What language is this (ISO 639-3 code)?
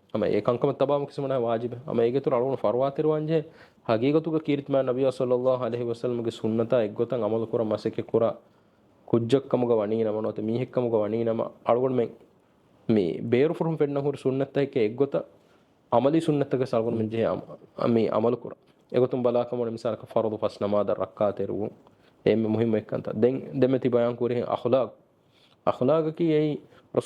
div